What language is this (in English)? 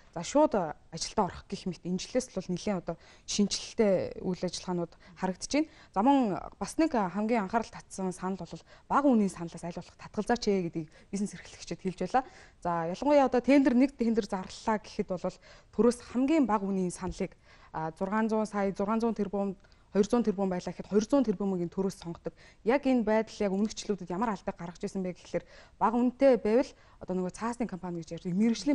Mongolian